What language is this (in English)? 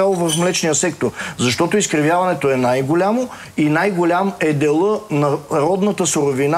Bulgarian